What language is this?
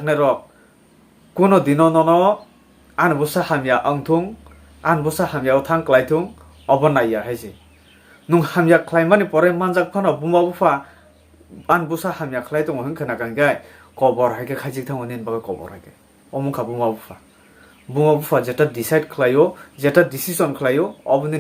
Kok Borok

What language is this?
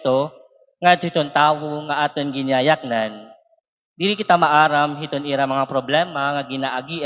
Waray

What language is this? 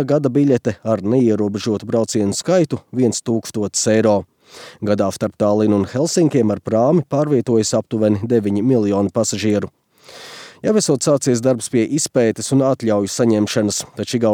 Latvian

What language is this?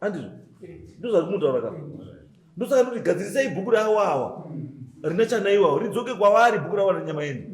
Shona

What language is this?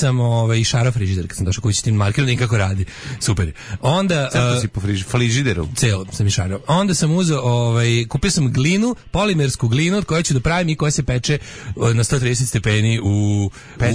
Serbian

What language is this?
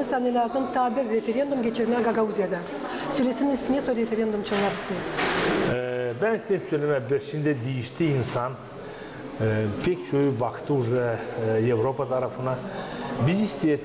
Gagauz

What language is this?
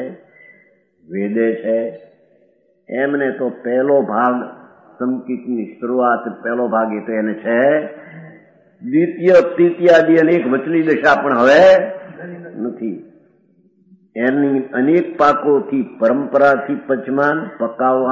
Gujarati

